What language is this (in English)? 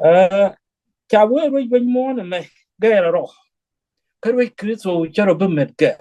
Nuer